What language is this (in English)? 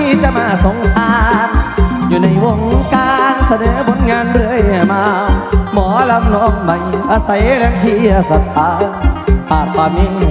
Northeastern Thai